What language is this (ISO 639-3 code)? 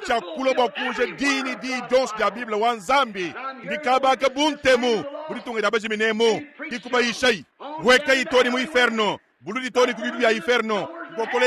lua